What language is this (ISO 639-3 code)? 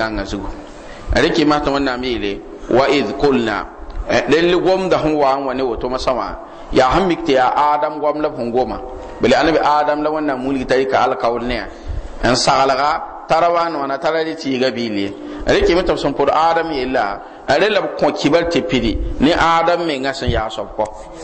mos